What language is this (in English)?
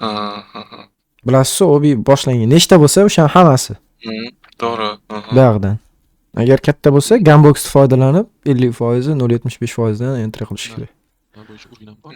Uzbek